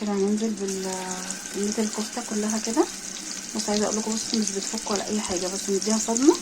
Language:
Egyptian Arabic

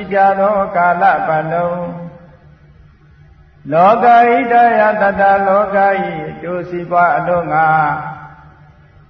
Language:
Burmese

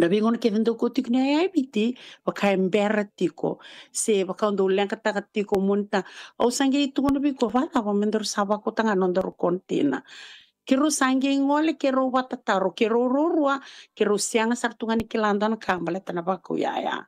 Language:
Fijian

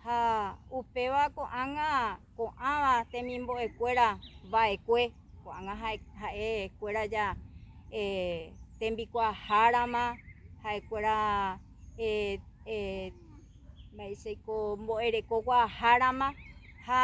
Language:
Guarani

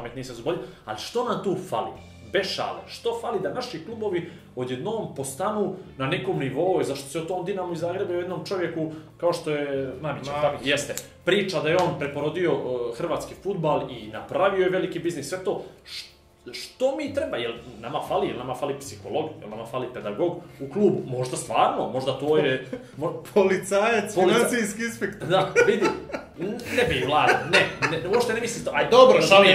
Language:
Bosnian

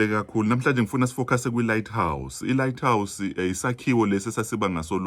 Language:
Zulu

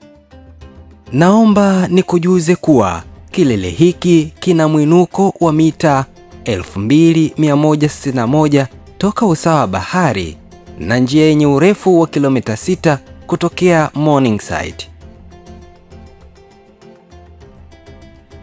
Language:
Swahili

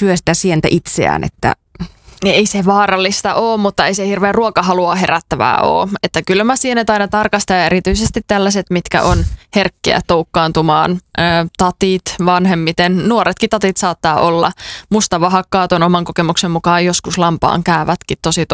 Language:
Finnish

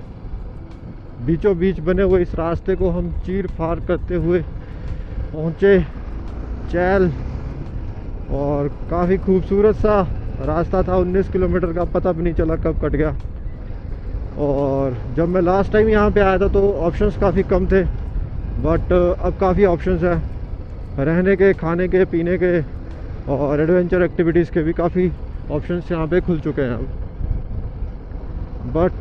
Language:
Hindi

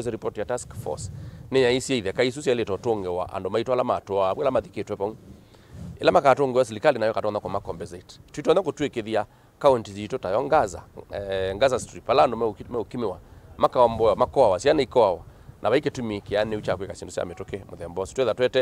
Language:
Kamba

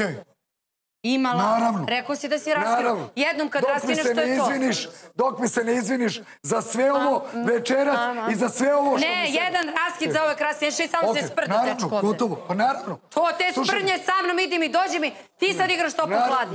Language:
Serbian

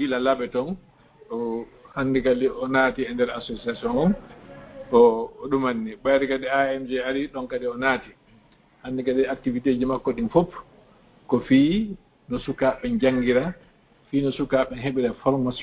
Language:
Fula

